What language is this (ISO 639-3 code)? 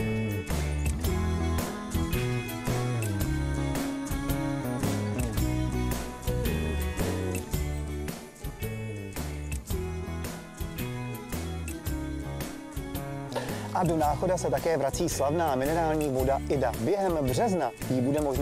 ces